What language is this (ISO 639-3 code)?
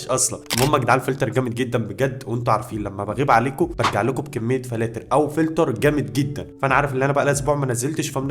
arz